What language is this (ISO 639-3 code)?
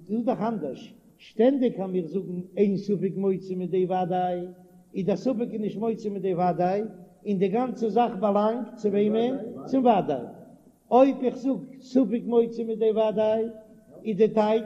yid